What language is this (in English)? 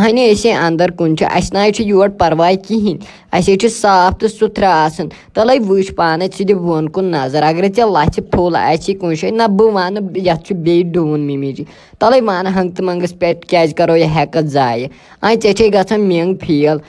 Kashmiri